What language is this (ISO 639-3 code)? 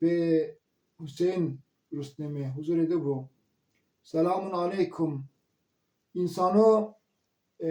zza